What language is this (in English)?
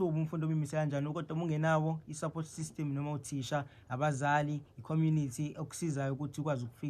Zulu